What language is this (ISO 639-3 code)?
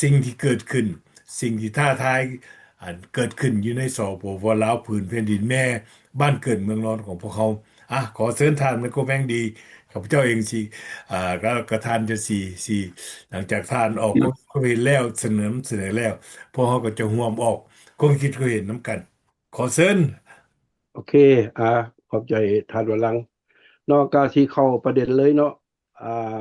lao